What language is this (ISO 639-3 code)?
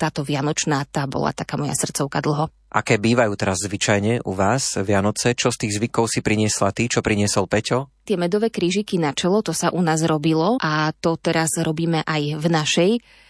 slk